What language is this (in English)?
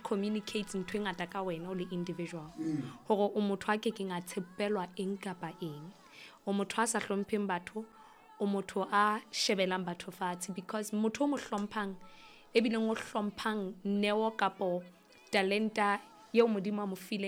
Southern Sotho